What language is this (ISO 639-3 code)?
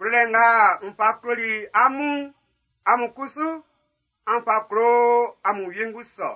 bci